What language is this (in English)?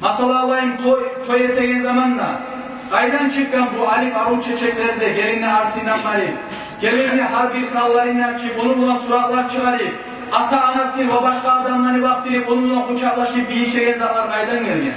Kumyk